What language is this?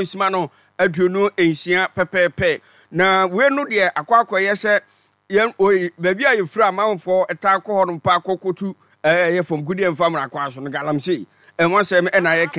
Akan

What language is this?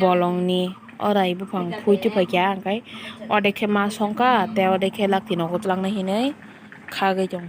Kok Borok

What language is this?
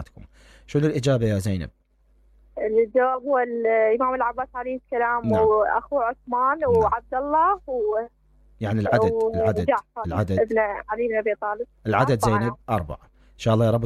Mesopotamian Arabic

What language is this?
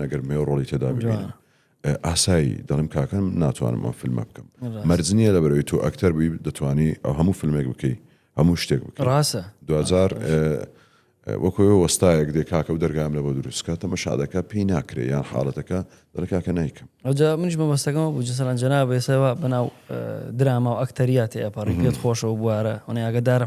Central Kurdish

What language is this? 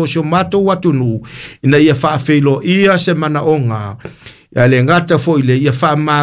Samoan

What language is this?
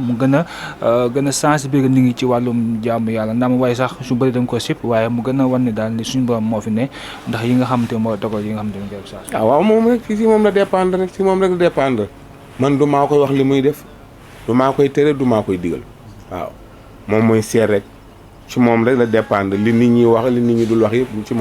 Wolof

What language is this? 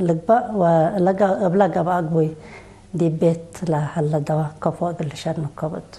Tigre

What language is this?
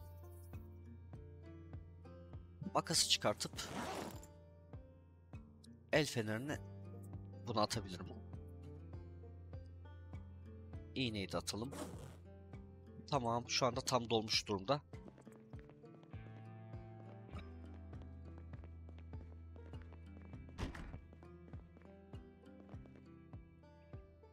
Turkish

